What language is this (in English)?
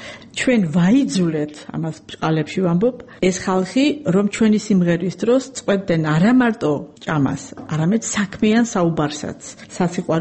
Georgian